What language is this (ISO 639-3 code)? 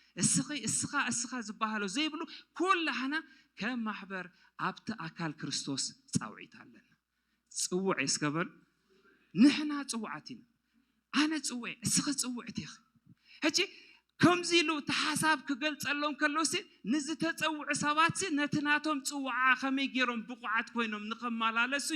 tir